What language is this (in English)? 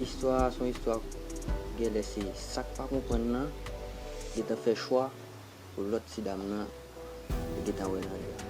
Haitian Creole